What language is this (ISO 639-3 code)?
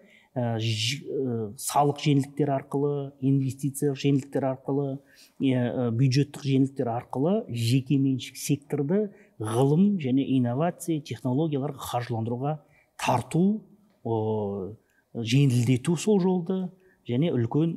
kaz